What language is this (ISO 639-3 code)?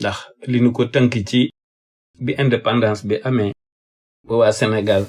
wol